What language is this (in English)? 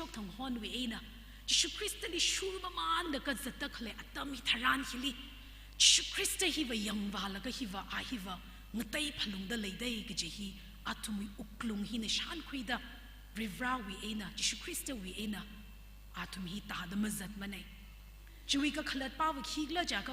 Tangkhul Naga (India)